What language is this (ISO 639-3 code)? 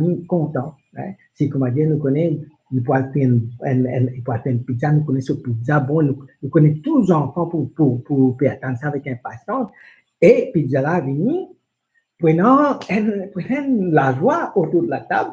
mfe